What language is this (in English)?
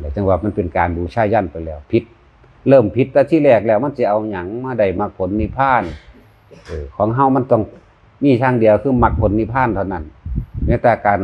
Northeastern Thai